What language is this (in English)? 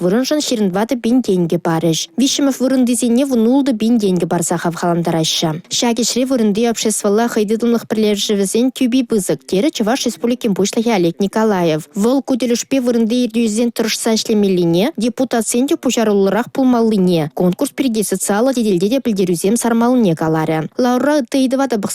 Chuvash